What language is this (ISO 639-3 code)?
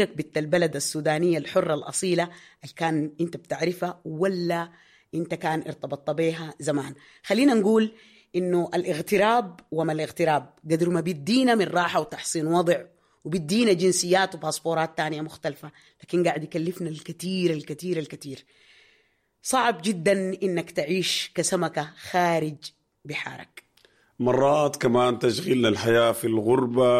apd